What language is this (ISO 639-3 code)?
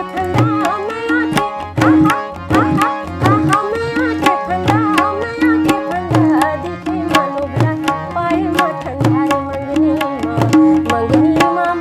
hne